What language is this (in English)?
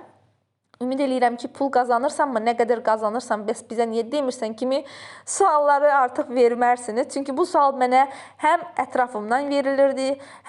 Azerbaijani